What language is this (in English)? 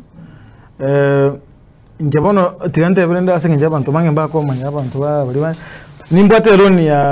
Gusii